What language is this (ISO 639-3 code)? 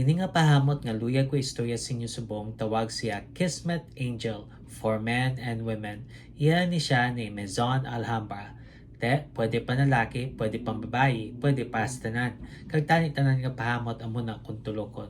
hil